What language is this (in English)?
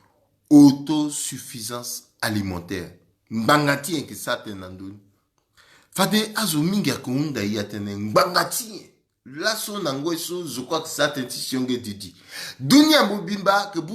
Sango